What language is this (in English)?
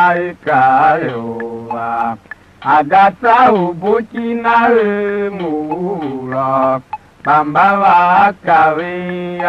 Tiv